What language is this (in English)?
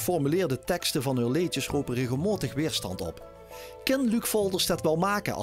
Limburgish